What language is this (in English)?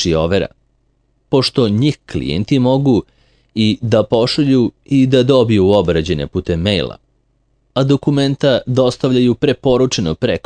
Serbian